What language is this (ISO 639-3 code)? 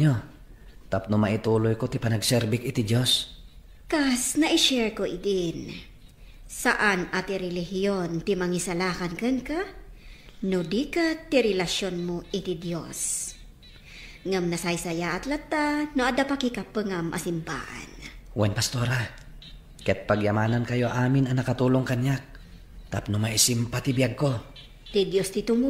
ilo